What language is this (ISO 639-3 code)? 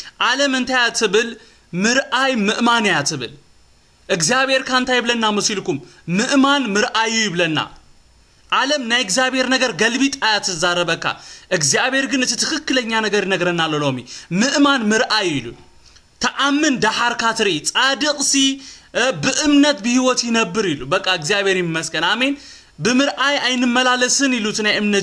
tir